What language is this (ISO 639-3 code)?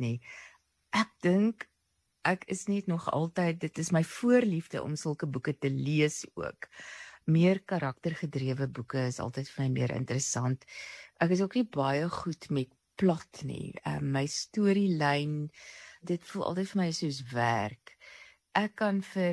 afr